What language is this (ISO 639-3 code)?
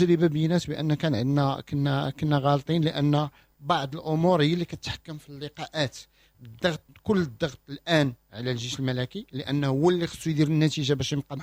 ary